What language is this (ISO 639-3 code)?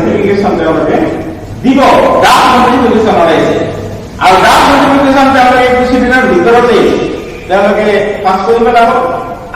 asm